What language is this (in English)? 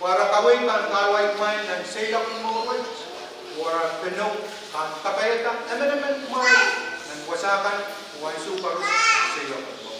Pohnpeian